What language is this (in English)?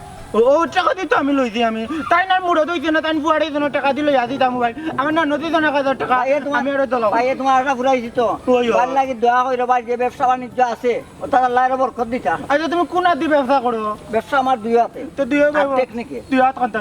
Sylheti